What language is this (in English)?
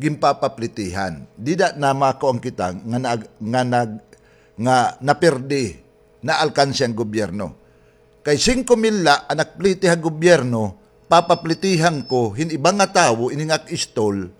Waray